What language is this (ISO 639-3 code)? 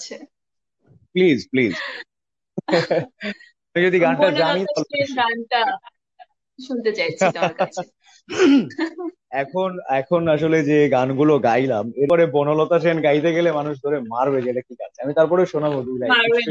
ben